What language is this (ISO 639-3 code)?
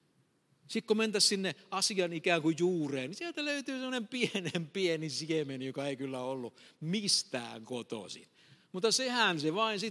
fin